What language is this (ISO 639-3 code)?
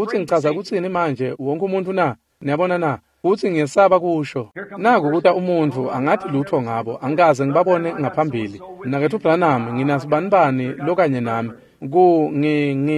ssw